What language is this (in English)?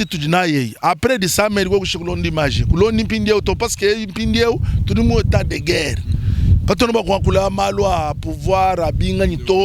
Luba-Lulua